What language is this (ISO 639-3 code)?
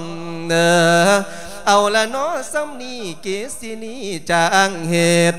lao